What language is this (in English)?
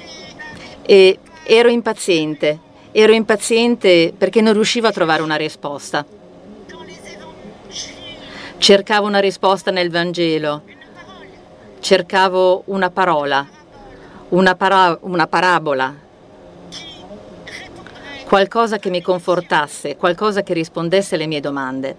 Italian